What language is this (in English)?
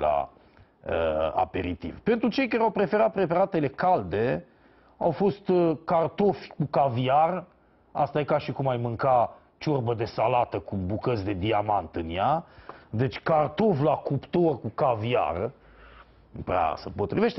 Romanian